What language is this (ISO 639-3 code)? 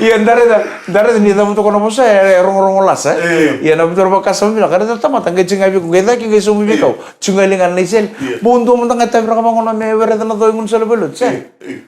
fij